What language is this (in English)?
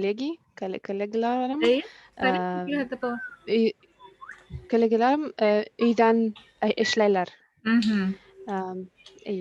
Bashkir